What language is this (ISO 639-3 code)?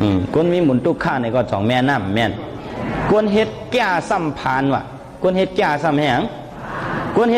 shn